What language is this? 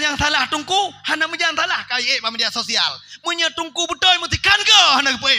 Achinese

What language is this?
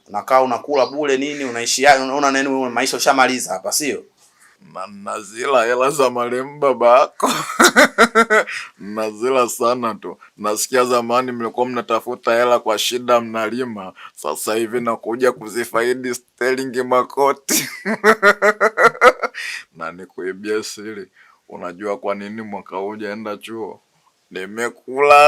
Swahili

